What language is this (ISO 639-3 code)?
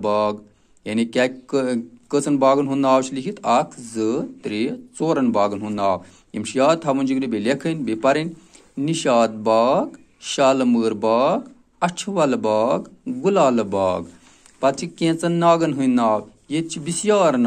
kas